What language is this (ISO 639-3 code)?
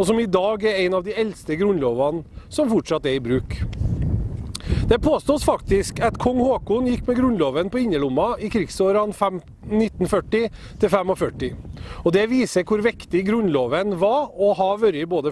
nor